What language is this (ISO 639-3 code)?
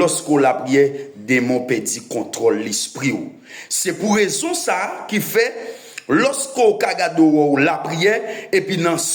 hat